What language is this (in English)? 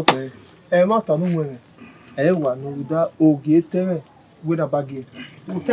Bini